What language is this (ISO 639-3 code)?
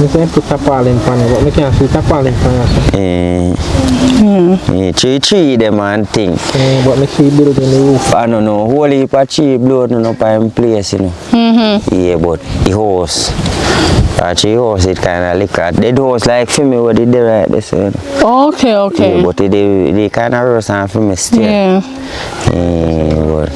jam